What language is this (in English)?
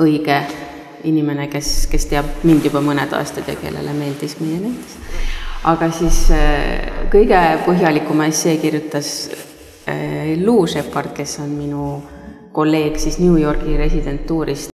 Estonian